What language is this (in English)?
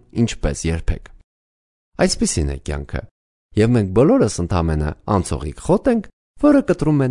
Armenian